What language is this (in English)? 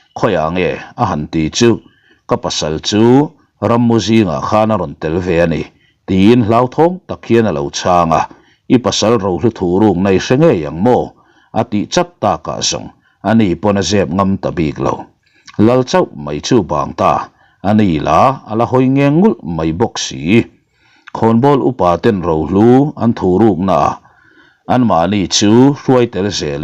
Mizo